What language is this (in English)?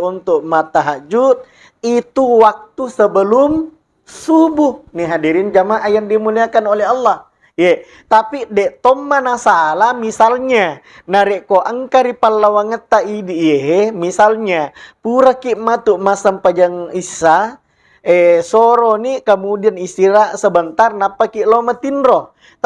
Buginese